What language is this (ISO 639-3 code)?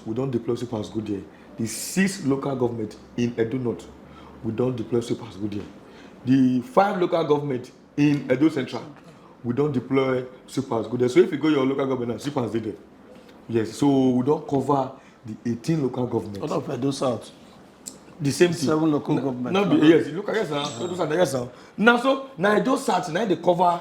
pcm